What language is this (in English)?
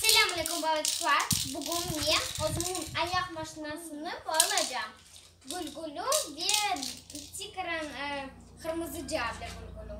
Crimean Tatar